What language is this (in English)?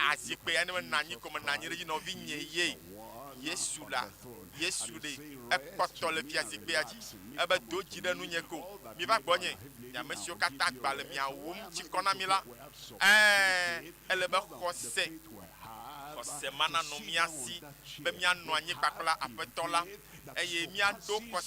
Ewe